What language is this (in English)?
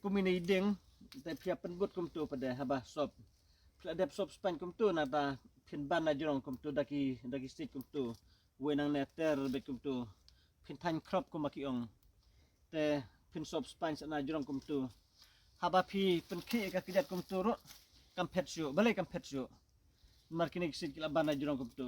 Khasi